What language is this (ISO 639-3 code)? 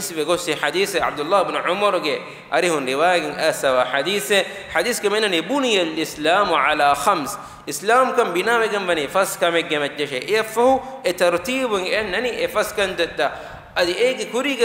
div